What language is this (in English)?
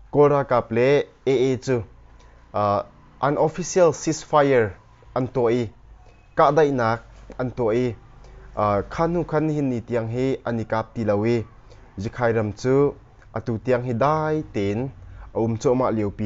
Hakha Chin